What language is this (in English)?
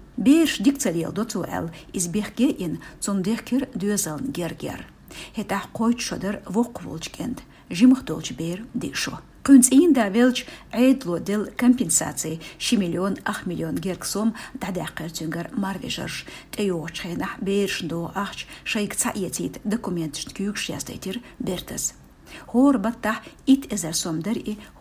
Chechen